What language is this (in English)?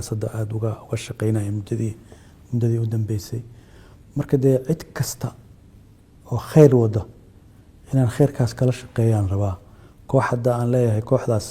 Somali